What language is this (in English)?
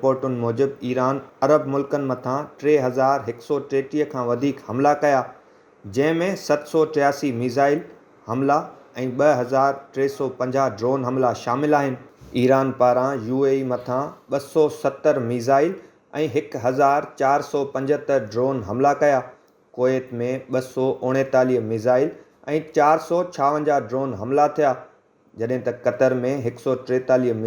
Sindhi